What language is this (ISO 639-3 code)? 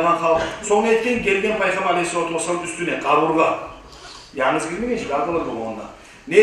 kum